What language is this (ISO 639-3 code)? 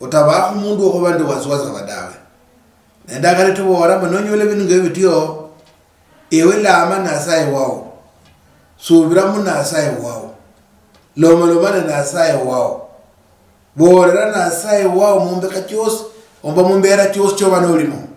luy